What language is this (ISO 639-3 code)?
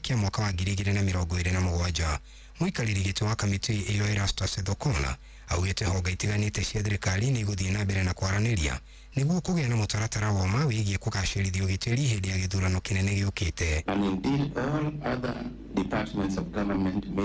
kik